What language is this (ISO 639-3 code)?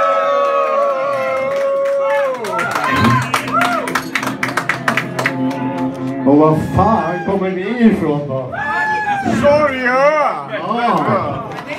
swe